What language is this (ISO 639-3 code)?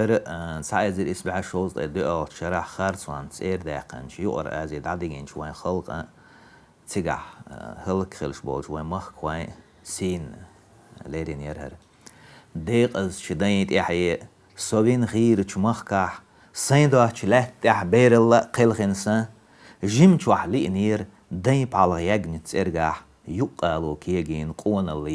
che